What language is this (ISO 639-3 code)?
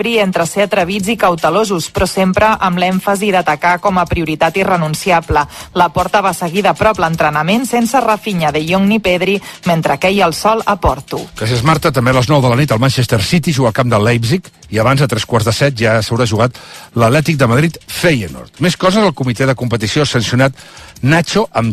cat